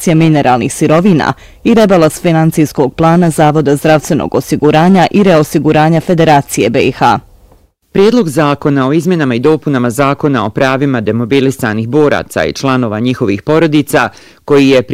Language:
Bosnian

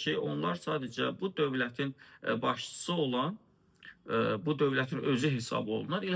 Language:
Azerbaijani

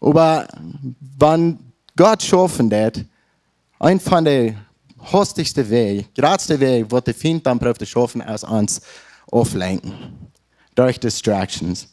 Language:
Plautdietsch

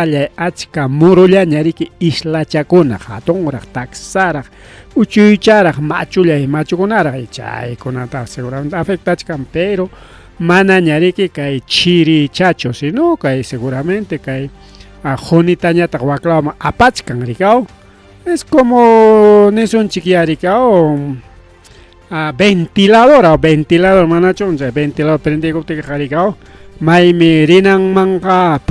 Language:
Ayacucho Quechua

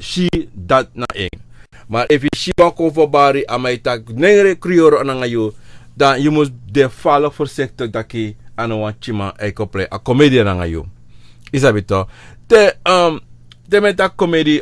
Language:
Sranan Tongo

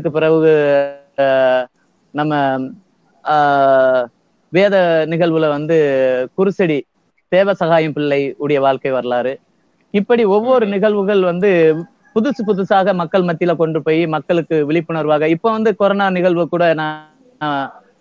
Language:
Tamil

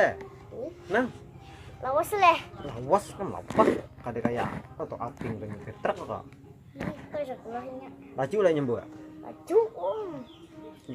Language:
Banjar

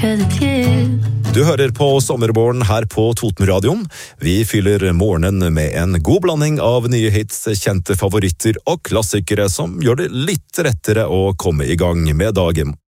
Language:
Norwegian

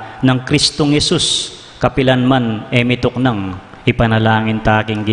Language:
Pampanga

